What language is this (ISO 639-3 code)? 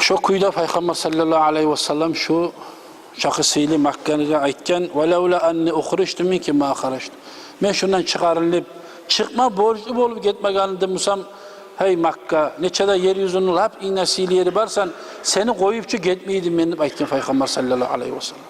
kum